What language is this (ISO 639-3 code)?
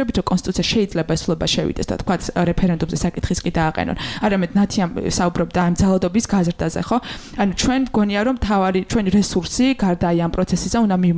kat